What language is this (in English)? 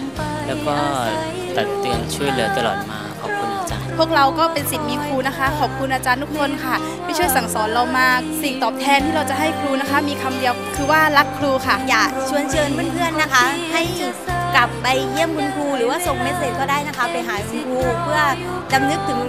Thai